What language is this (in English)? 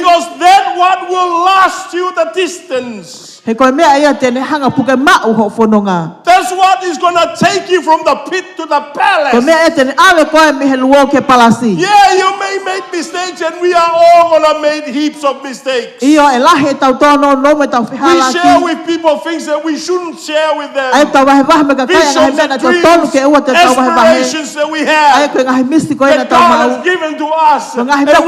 Tongan